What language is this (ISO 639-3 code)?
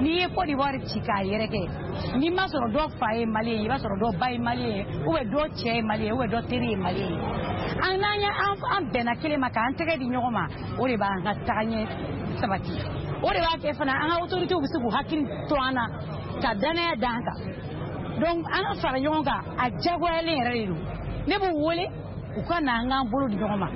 bam